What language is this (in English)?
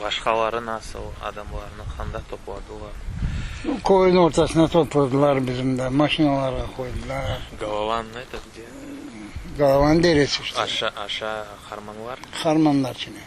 Crimean Tatar